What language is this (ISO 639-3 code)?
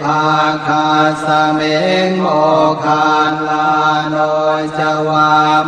pli